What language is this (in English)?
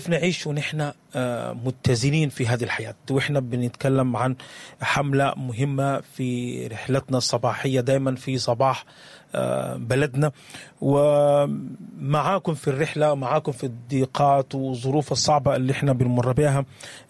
Sudanese Arabic